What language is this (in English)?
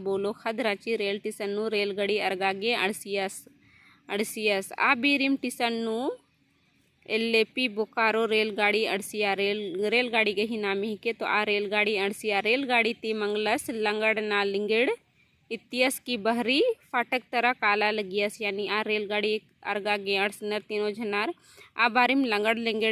Kurukh